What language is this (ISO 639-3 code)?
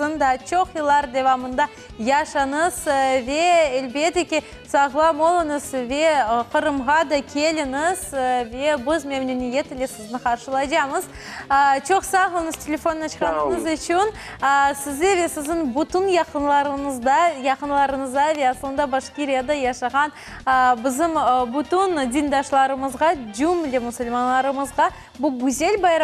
crh